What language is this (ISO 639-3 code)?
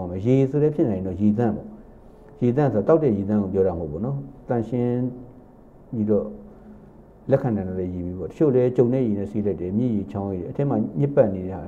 mya